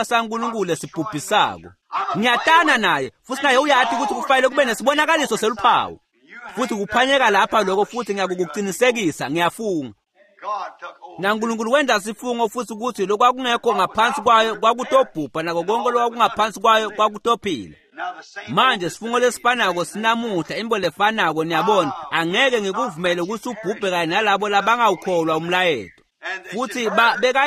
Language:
Swati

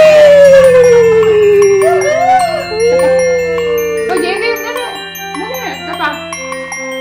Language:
Filipino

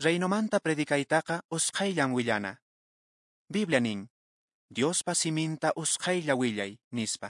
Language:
Quechua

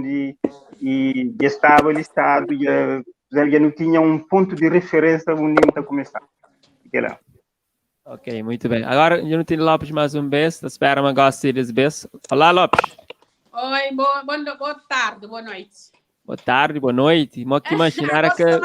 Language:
Kabuverdianu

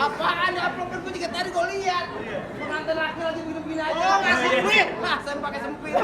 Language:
Betawi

